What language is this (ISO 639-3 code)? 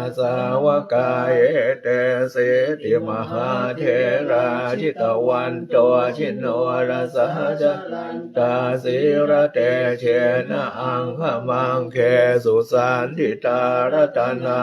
pli